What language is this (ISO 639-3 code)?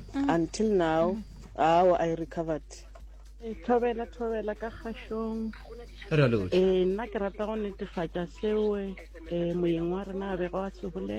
nso